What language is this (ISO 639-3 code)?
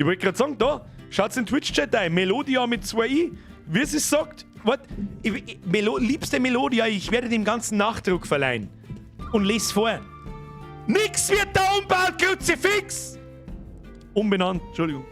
bar